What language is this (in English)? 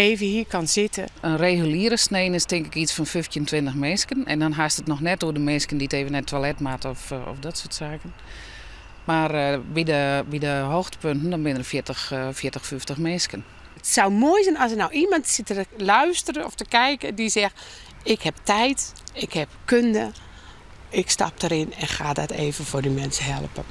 Western Frisian